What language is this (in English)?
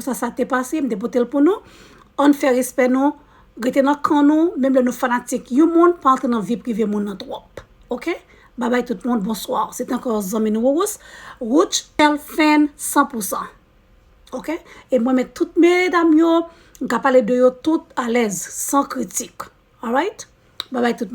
Haitian Creole